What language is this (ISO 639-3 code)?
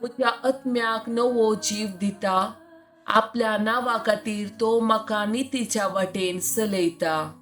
kok